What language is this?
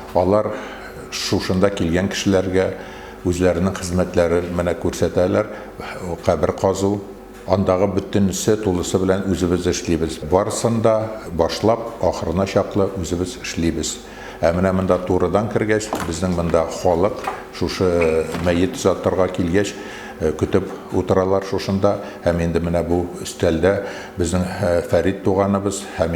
Tatar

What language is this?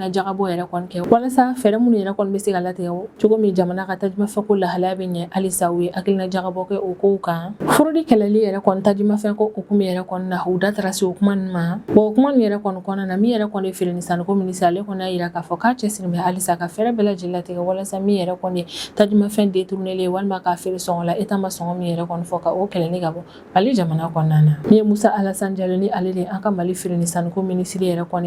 Bambara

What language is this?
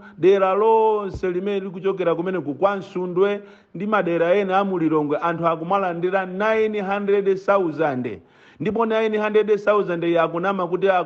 Nyanja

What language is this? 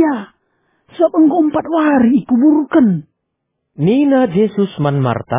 Batak Karo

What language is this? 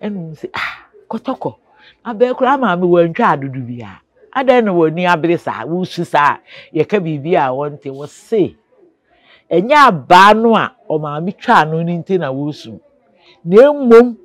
Akan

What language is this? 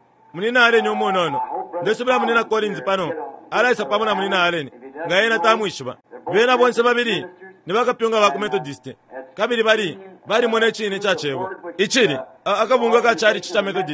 Bemba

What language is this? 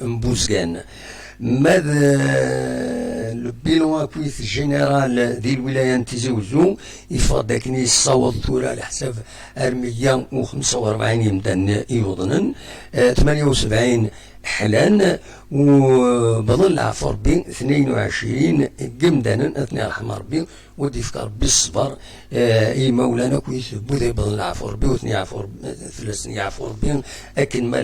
Kabyle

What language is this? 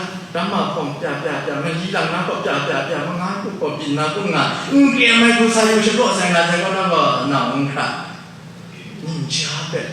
Kachin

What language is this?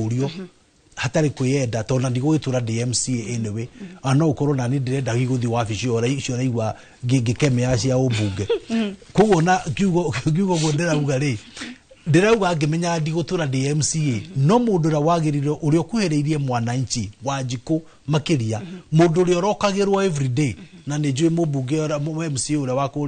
Kikuyu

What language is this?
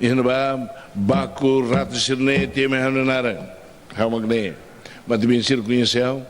Tetum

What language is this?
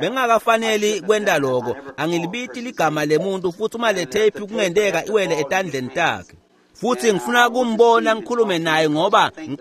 Swati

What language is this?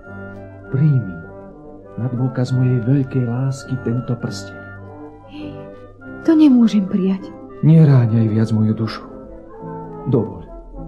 Slovak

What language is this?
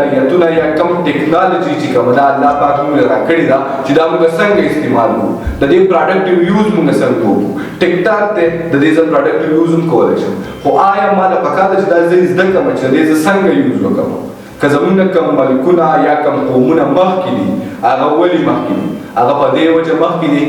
Pashto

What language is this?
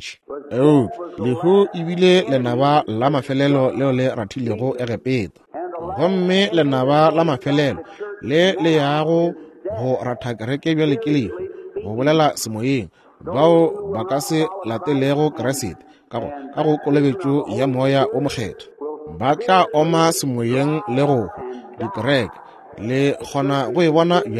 Northern Sotho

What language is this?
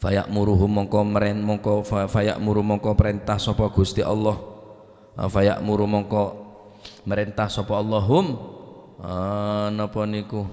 Madurese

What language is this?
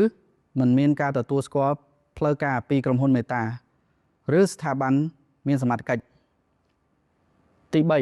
Khmer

